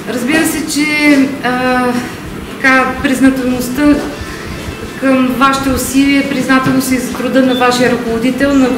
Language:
Bulgarian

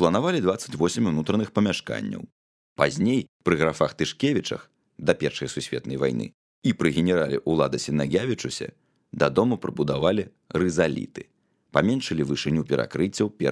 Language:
Belarusian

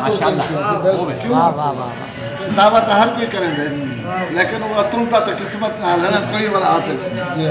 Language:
Saraiki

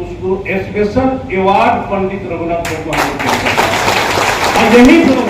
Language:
Santali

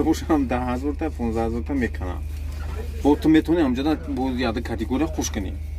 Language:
Tajik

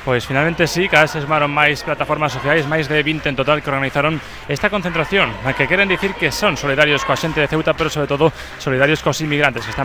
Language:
Galician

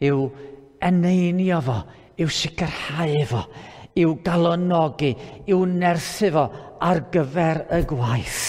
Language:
Welsh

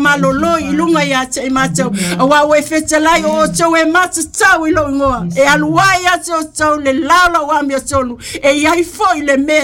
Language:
Samoan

